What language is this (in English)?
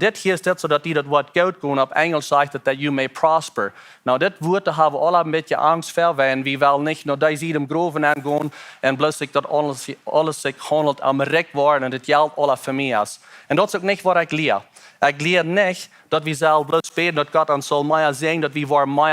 Plautdietsch